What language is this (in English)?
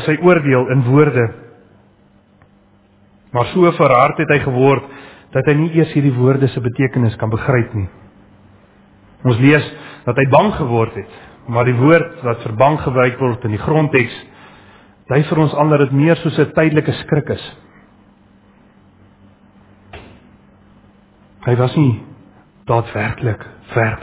Afrikaans